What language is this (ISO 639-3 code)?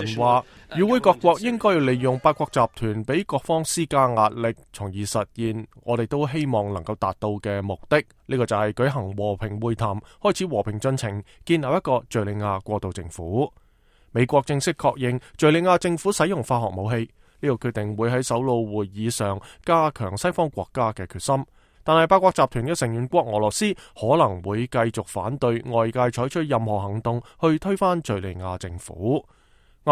yue